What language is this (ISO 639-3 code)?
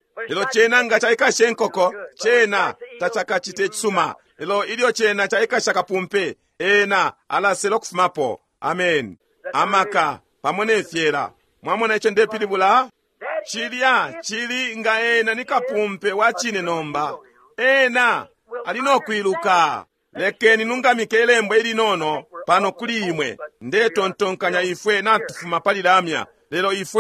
bem